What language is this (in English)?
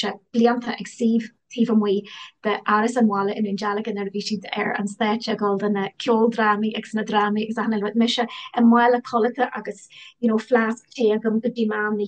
Irish